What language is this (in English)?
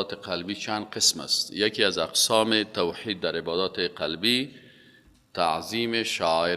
Persian